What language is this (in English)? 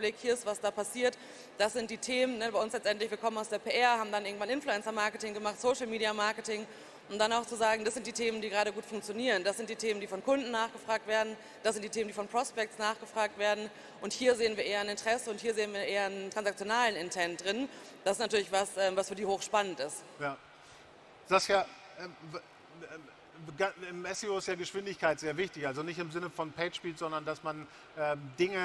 German